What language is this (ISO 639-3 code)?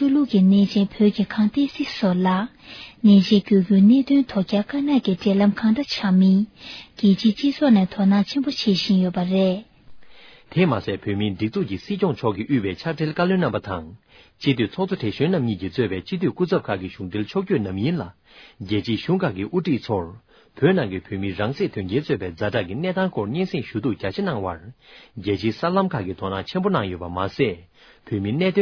bod